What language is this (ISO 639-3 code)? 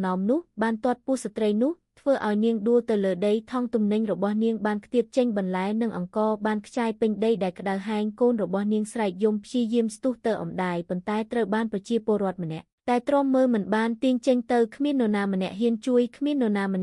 khm